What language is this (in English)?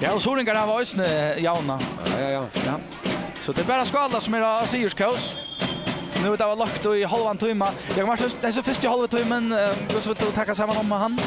Faroese